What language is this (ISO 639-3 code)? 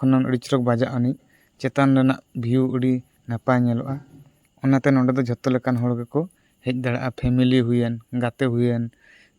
sat